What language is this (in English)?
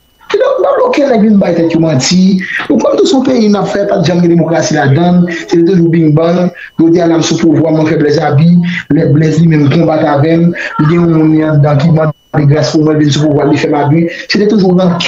Haitian Creole